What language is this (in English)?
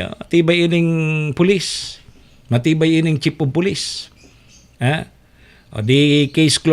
Bikol